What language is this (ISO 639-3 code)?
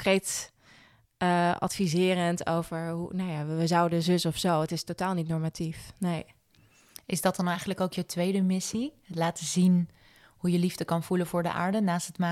nld